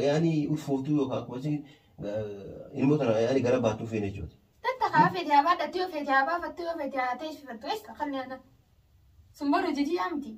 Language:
Oromo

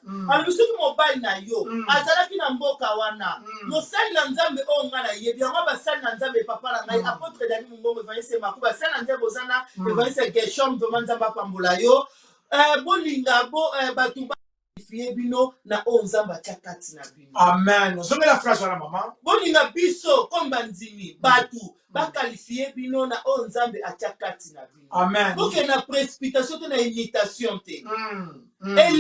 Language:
Lingala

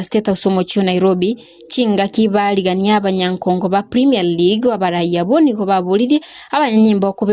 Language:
Gusii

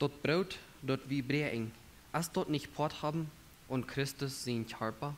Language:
Plautdietsch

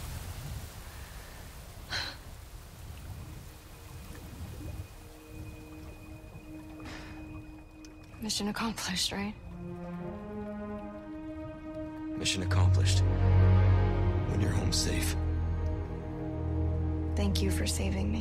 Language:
English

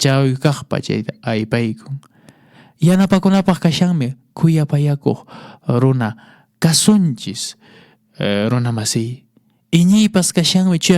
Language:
Quechua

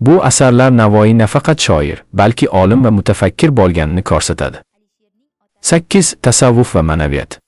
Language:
Uzbek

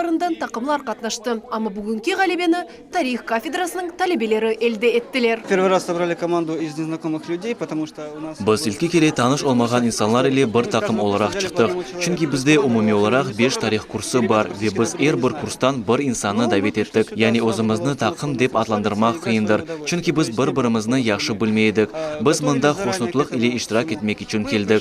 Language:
Crimean Tatar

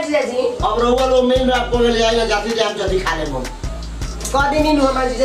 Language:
Bhojpuri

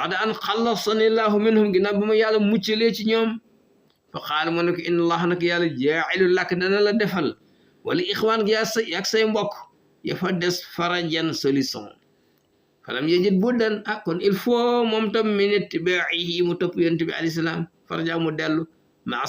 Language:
Wolof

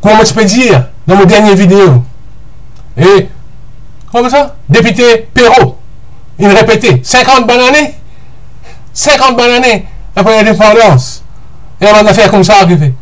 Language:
Morisyen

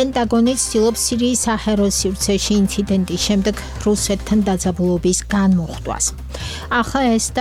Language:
Georgian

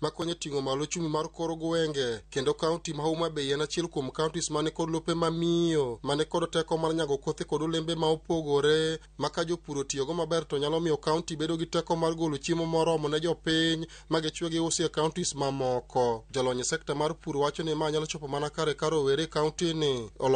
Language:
Luo (Kenya and Tanzania)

